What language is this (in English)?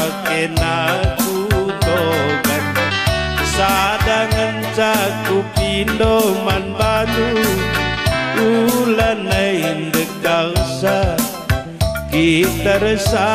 Batak Karo